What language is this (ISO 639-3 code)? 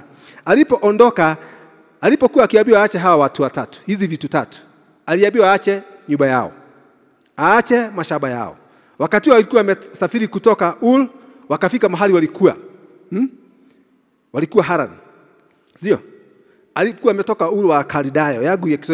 swa